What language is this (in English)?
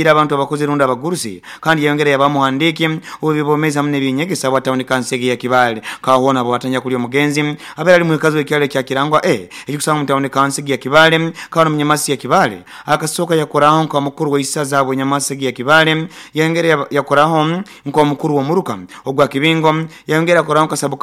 Nyoro